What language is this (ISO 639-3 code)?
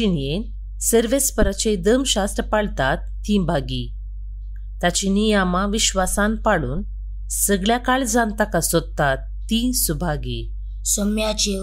kok